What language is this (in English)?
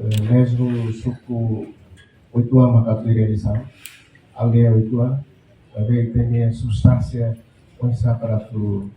Tetum